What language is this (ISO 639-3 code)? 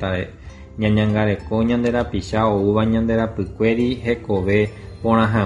grn